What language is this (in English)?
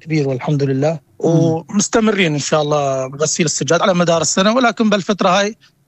North Levantine Arabic